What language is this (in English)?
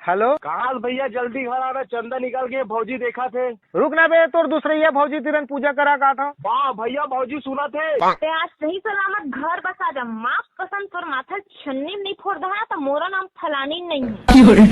Chhattisgarhi